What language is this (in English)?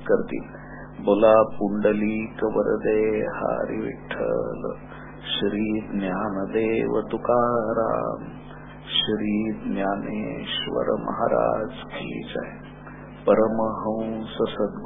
Marathi